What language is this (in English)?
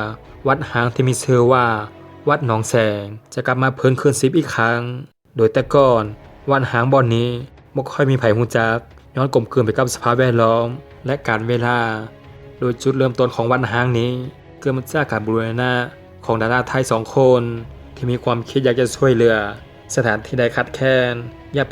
Lao